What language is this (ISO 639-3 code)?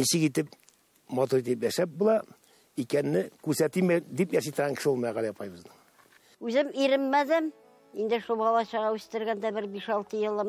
tat